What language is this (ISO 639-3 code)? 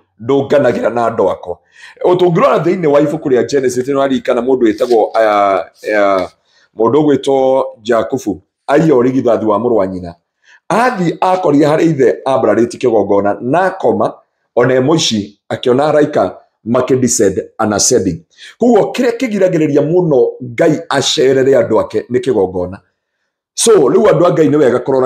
kik